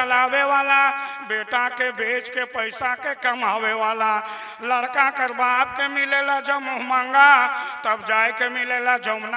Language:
Sadri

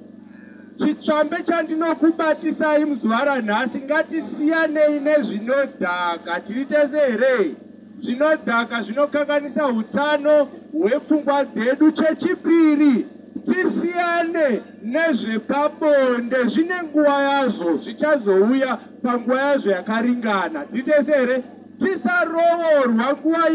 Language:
Shona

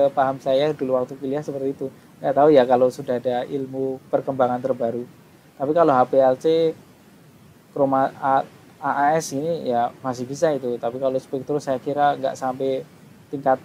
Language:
Indonesian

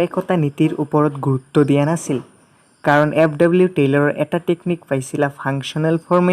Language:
Assamese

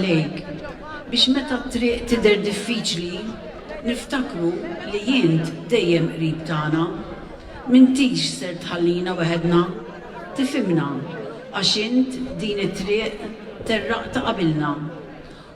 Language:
Maltese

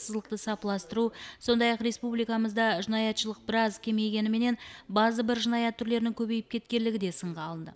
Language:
Kara-Kalpak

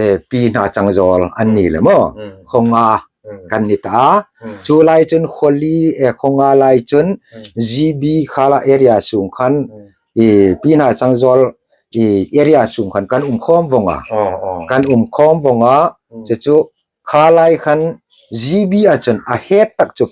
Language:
Hmar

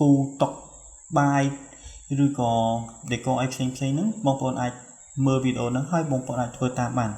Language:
Khmer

